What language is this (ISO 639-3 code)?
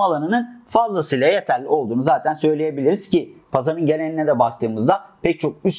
tur